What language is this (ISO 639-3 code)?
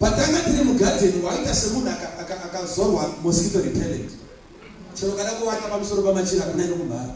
sna